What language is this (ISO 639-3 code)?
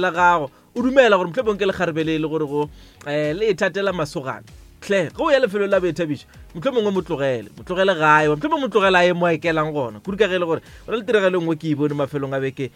nso